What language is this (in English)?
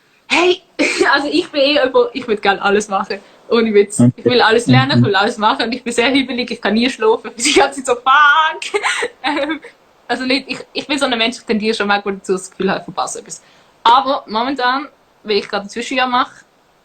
Swiss German